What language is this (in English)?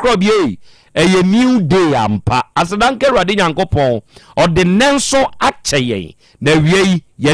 Akan